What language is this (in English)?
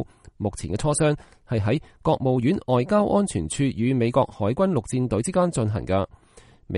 Cantonese